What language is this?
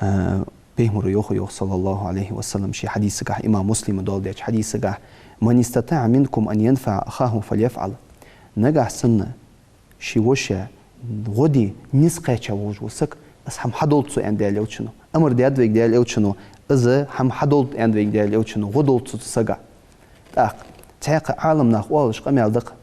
Ingush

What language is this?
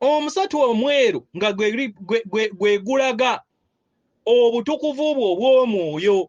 Ganda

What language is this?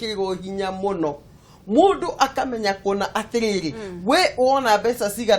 Kikuyu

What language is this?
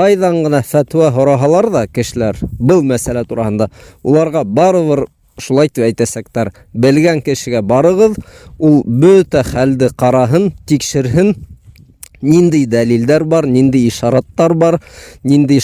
Bashkir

